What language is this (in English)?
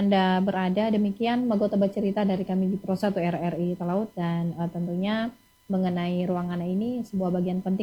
Indonesian